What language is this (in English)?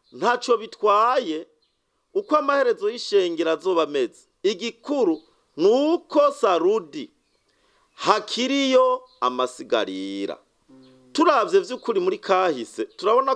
Rundi